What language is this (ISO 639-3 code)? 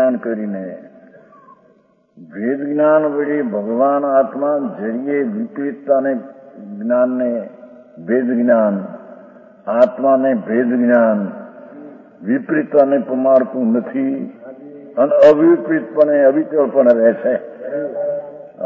guj